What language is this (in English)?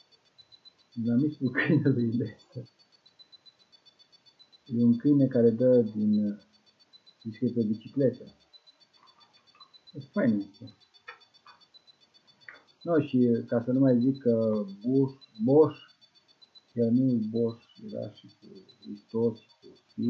Romanian